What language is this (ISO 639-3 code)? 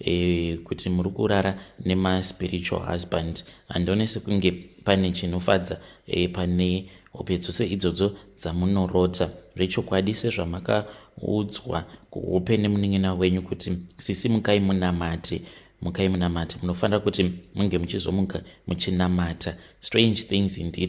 sna